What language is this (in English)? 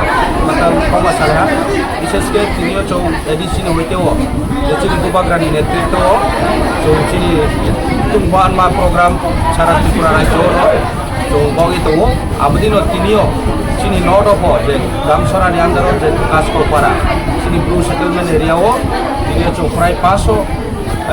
Riang (India)